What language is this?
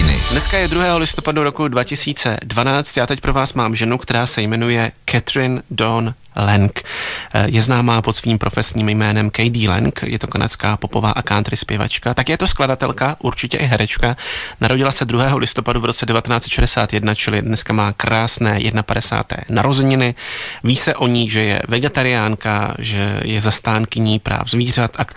Czech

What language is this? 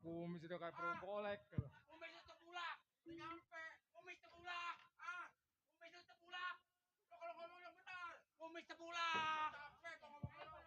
Betawi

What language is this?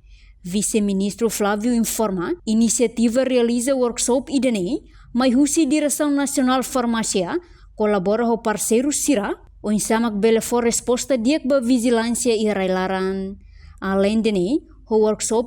Tetum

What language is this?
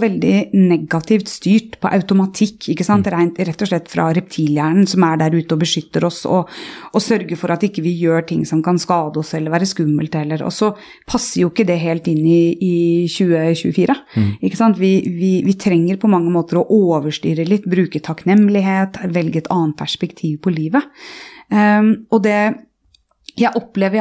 Norwegian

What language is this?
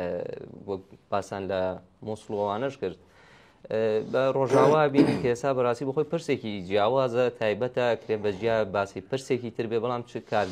Central Kurdish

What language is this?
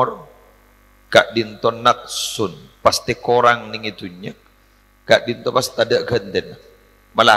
Madurese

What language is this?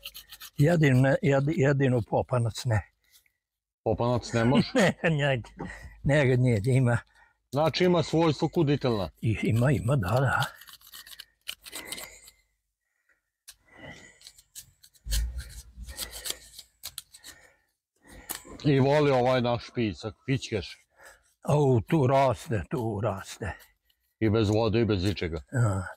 Croatian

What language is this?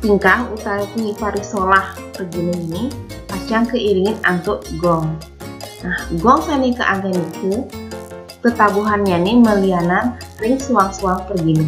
Balinese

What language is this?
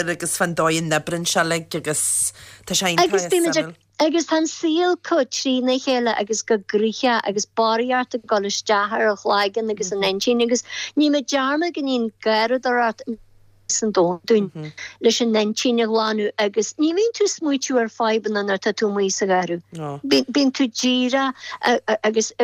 Irish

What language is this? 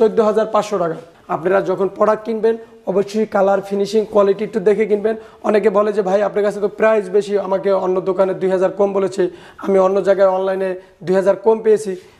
Bangla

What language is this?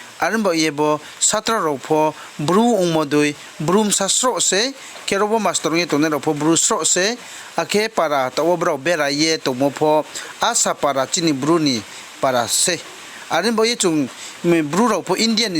Riang (India)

